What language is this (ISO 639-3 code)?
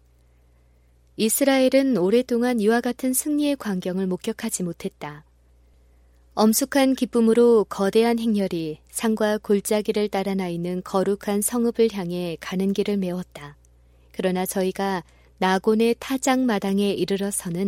kor